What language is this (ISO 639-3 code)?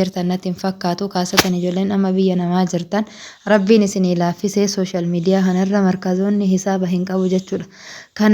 orm